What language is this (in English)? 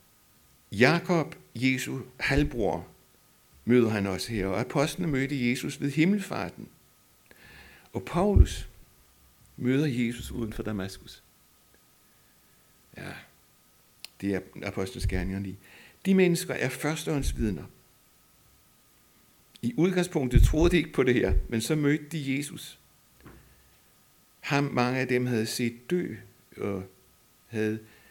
Danish